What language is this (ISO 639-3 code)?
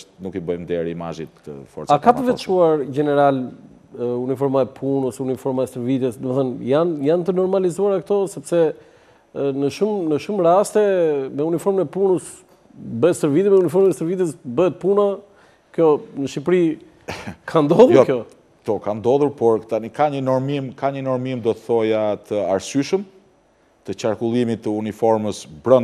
sqi